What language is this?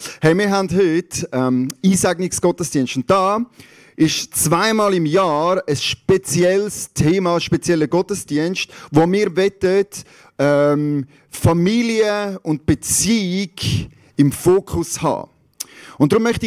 Swiss German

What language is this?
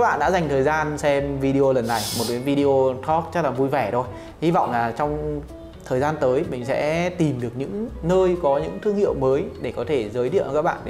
Vietnamese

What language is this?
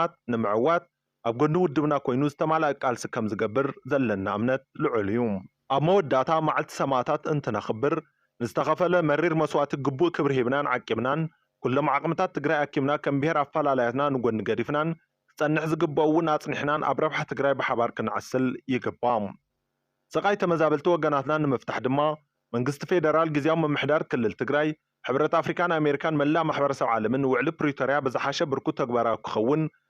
Tigrinya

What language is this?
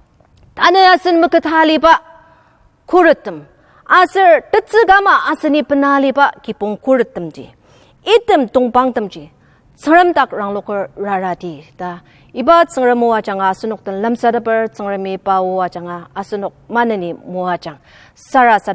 Ao Naga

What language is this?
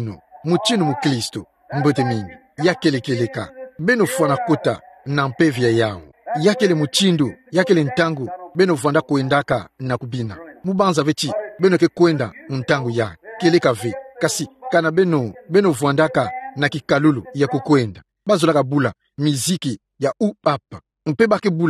Kituba (Democratic Republic of Congo)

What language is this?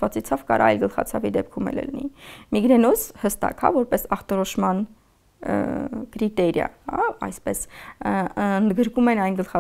Armenian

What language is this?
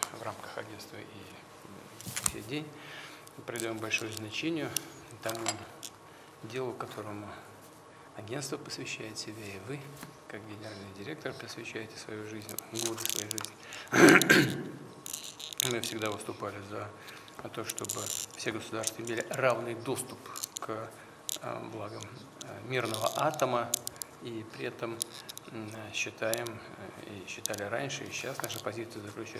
Russian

